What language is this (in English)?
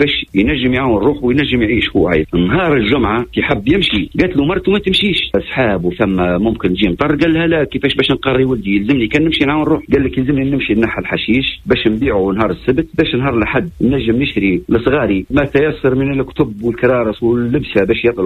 Tunisian Arabic